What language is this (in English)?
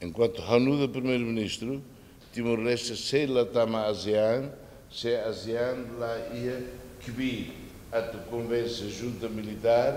Tetum